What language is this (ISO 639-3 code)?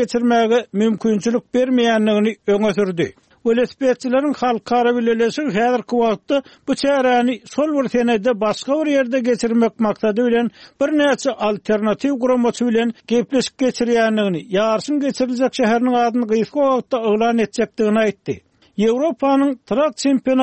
tuk